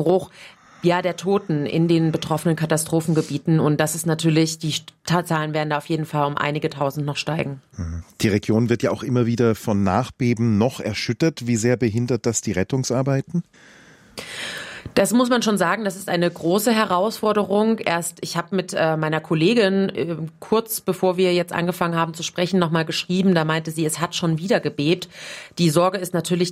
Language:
German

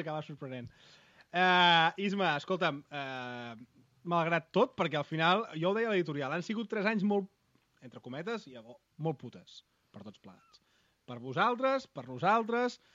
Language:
Catalan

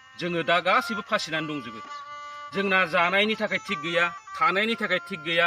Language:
Bodo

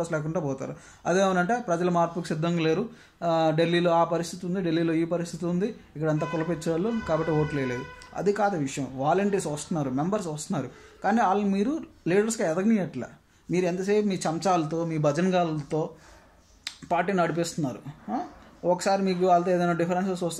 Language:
Telugu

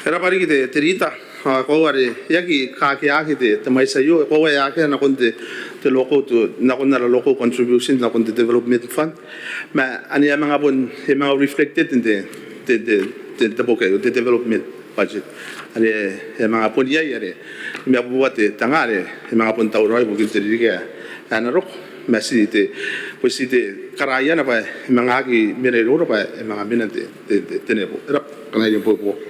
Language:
Gilbertese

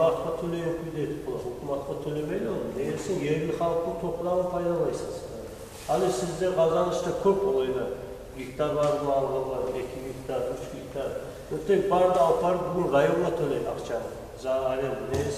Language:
Kumyk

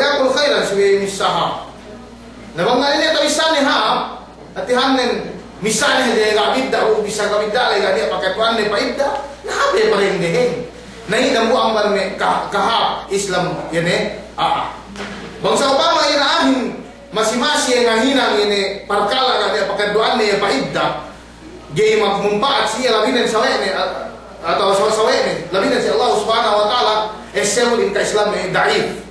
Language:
Yakan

